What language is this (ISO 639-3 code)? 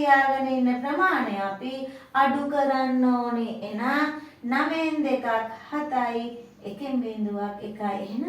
sin